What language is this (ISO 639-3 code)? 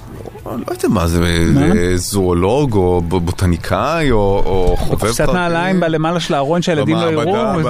heb